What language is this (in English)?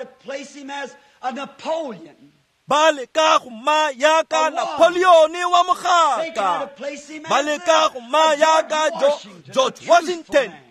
Tswana